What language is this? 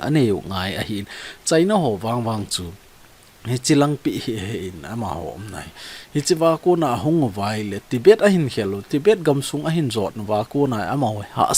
Thado Chin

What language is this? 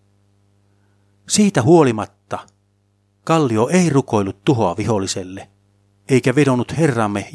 Finnish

